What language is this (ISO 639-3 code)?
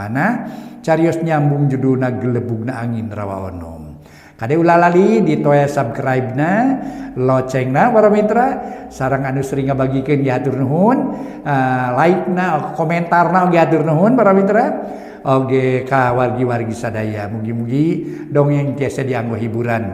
sun